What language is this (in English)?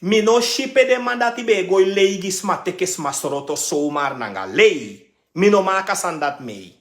Sranan Tongo